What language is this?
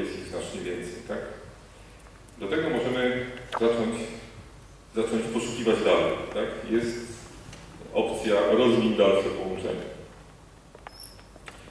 Polish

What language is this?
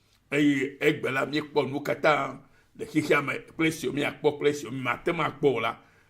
Ewe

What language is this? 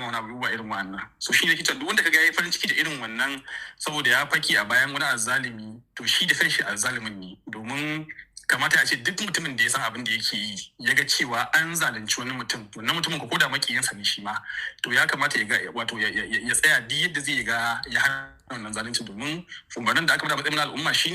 Hausa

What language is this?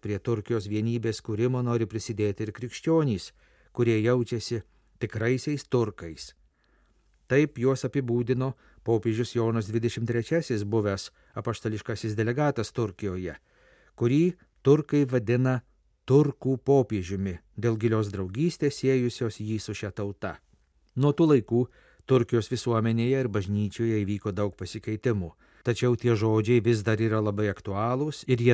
Lithuanian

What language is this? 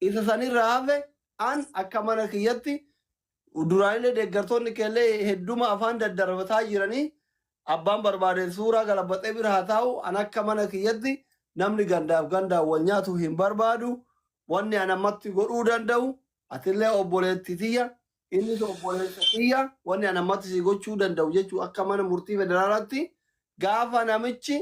Oromo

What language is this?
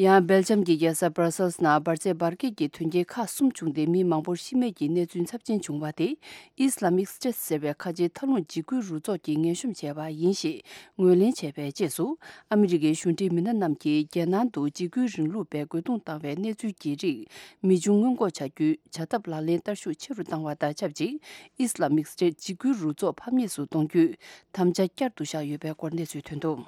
Tibetan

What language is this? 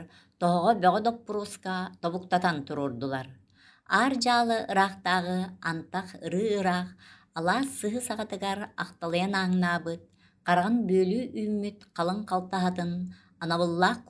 Yakut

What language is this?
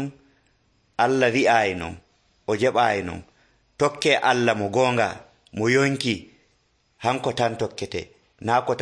Nigerian Fulfulde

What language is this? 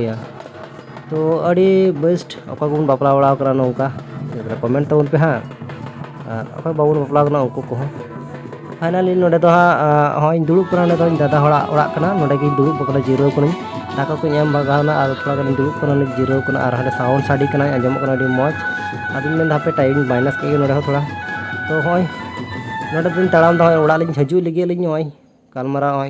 Santali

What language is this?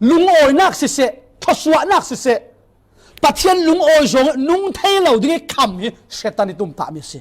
Falam Chin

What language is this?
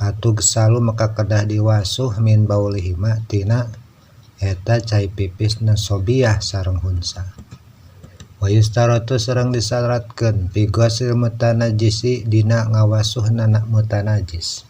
Sundanese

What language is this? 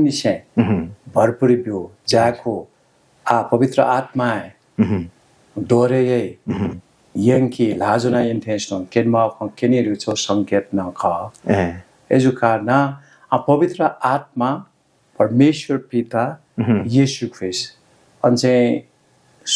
Newari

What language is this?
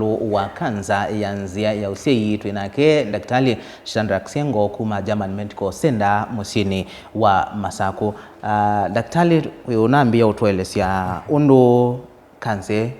Kamba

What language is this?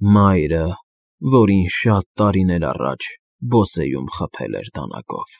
Armenian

